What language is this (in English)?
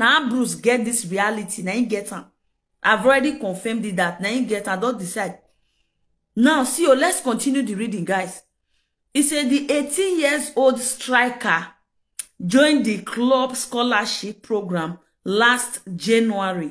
Nigerian Pidgin